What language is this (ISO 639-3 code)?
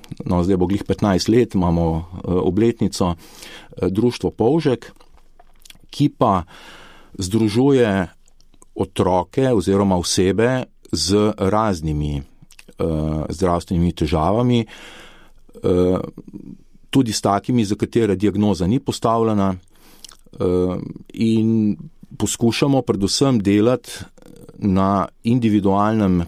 slv